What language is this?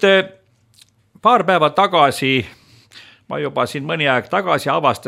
Estonian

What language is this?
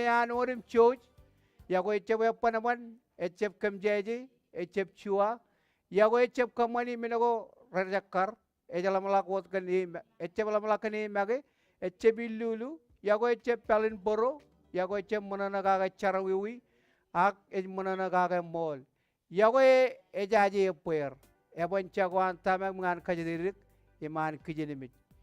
Marshallese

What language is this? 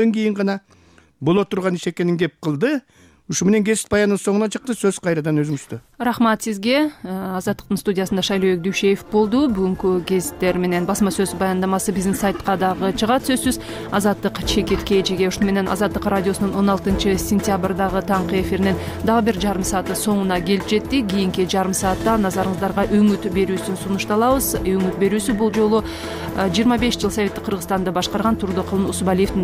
Kyrgyz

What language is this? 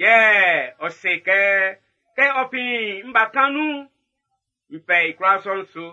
Baoulé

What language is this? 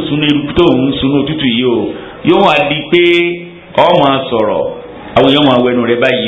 Yoruba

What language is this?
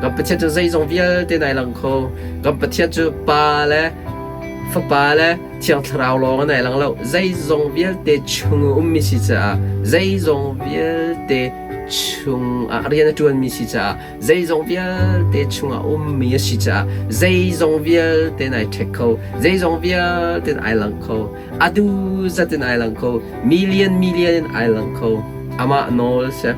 Hakha Chin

